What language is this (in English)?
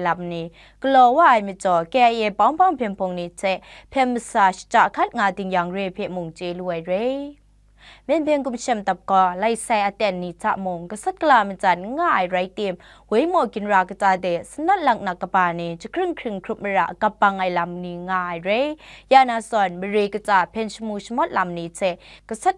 Kachin